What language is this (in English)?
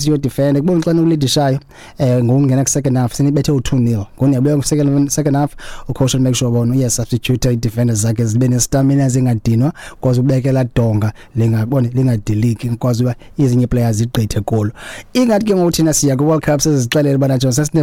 Xhosa